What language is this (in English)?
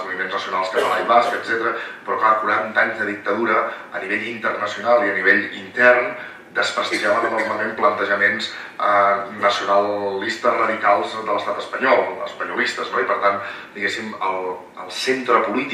Catalan